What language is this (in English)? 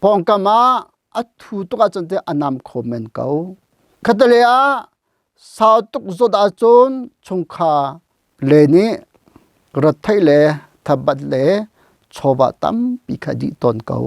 Hakha Chin